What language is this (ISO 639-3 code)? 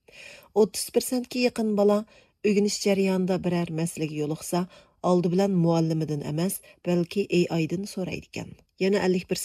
uig